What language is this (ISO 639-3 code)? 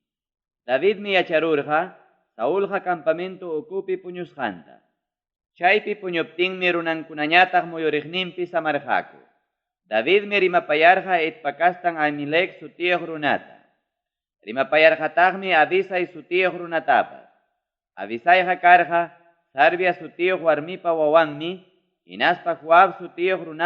quy